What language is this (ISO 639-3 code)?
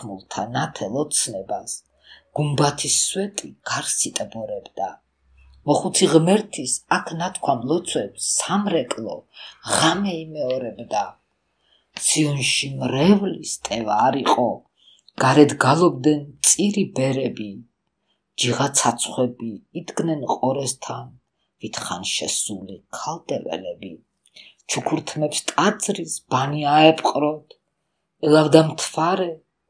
kat